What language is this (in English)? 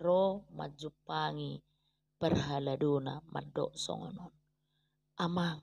Batak Toba